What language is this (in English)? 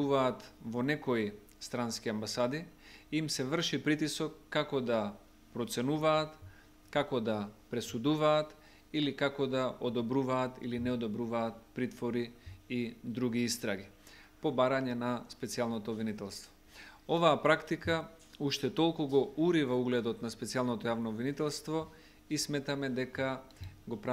Macedonian